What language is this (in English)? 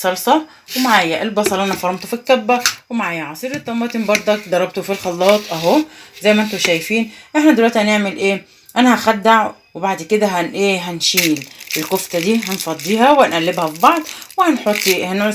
Egyptian Arabic